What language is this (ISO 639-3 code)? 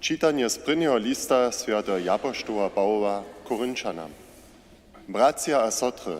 hsb